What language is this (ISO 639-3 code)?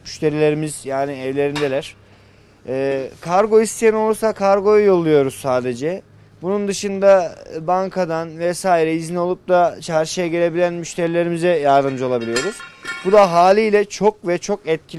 tur